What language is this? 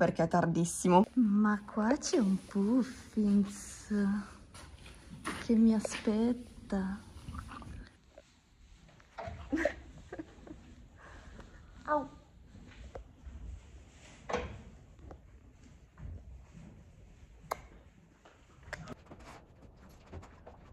Italian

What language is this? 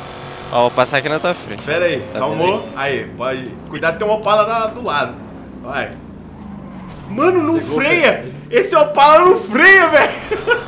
Portuguese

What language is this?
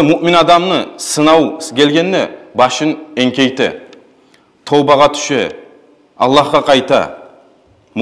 Kumyk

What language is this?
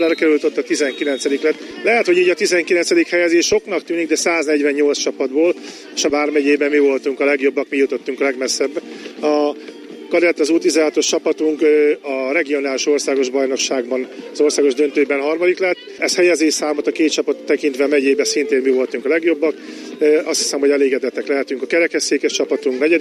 Hungarian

